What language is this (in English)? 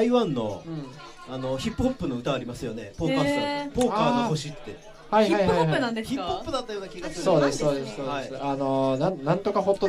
Japanese